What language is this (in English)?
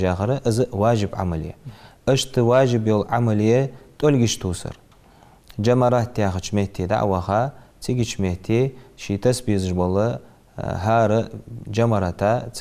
Ingush